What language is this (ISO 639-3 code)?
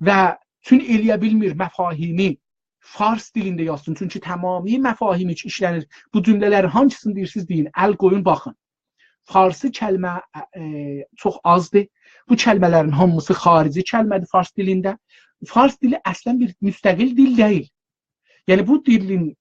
azb